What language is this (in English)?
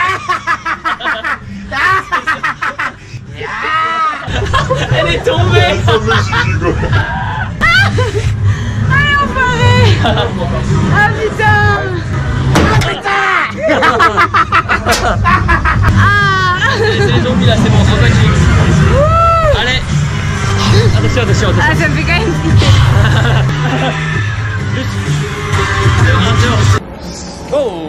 French